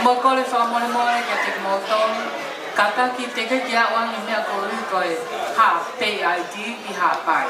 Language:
Tongan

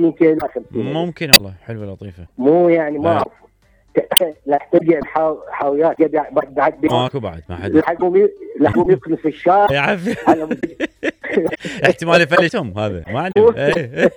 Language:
Mesopotamian Arabic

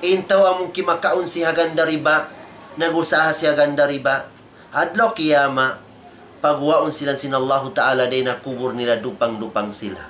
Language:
Tausug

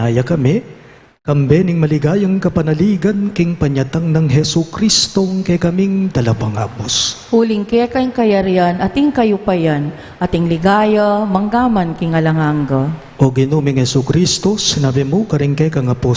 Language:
Pampanga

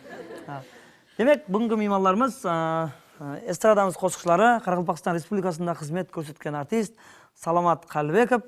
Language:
Kara-Kalpak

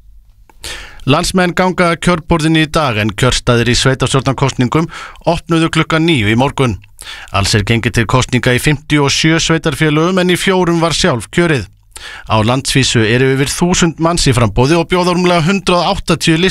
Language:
Icelandic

